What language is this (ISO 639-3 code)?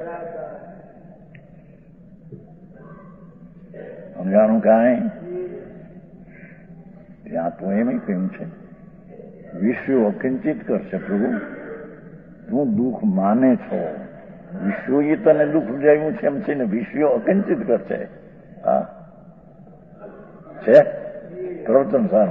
guj